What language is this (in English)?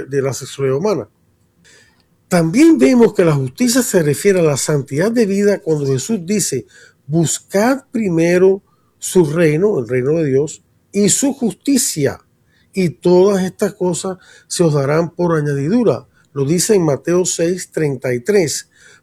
Spanish